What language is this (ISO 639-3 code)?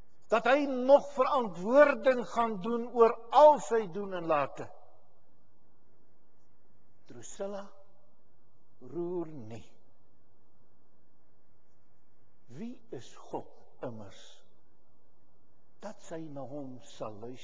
afr